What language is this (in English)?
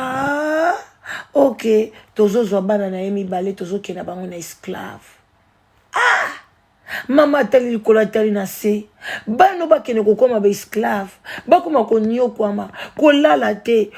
Lingala